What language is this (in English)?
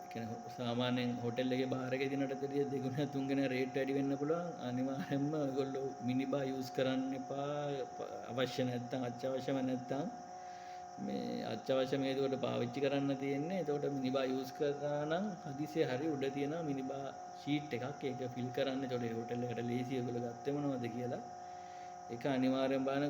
Sinhala